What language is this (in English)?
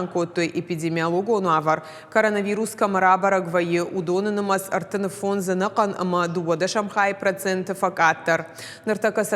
Ossetic